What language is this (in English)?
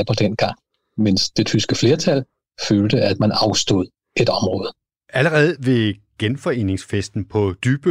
Danish